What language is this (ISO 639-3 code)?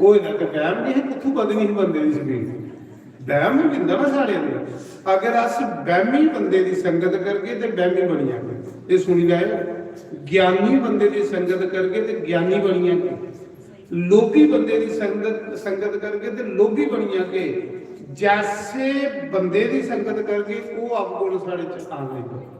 doi